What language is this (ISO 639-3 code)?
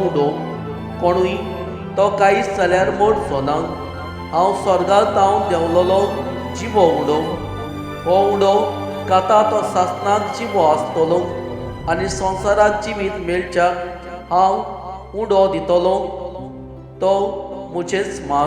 kok